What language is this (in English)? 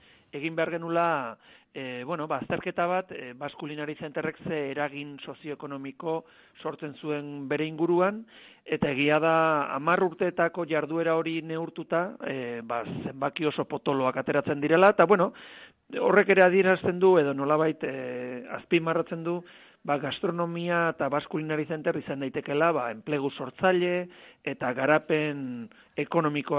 Basque